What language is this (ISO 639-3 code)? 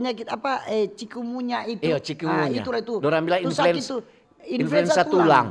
xmm